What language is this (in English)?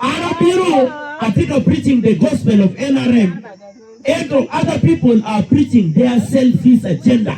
Acoli